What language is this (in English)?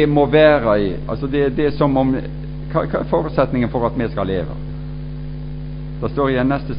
Norwegian